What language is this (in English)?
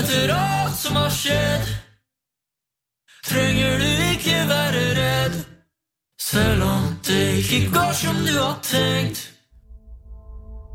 Norwegian